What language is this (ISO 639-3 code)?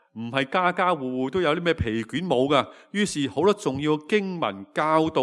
yue